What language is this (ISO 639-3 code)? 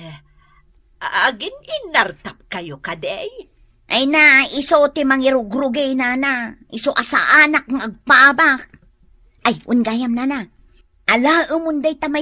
ilo